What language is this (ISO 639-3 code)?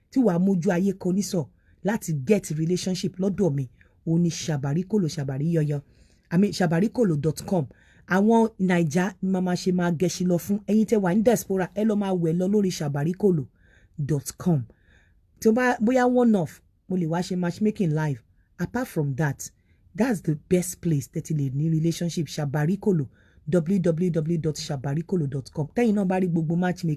yor